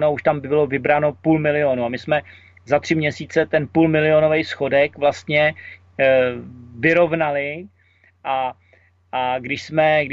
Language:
Czech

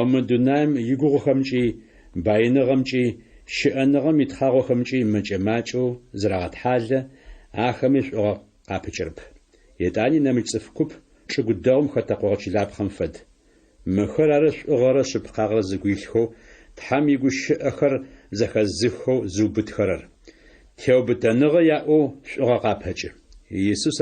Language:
Adyghe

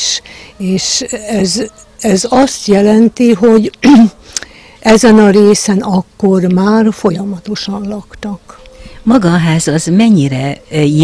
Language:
Hungarian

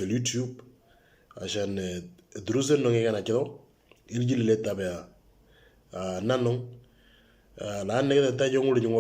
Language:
Moro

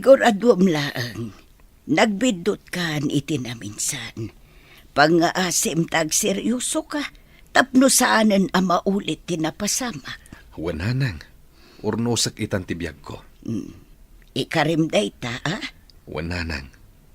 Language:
Iloko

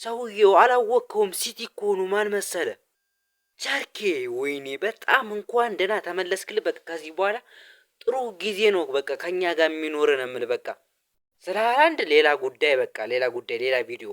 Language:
Amharic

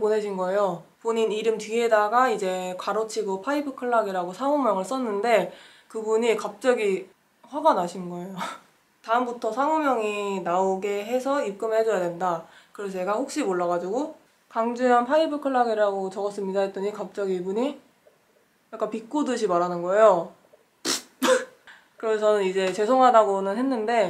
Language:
Korean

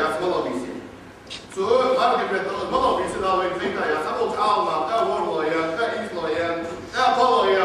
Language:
Ingush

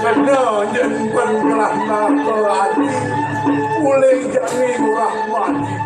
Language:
Balinese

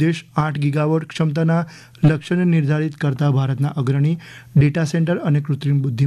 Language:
Gujarati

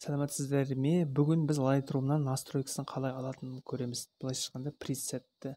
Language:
Kazakh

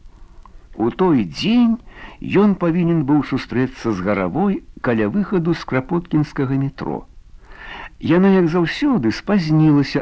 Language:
Belarusian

